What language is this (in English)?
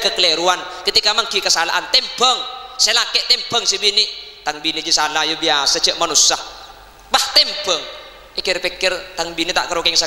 Madurese